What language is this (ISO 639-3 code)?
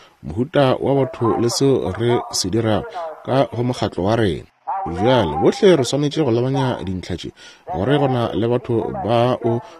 nso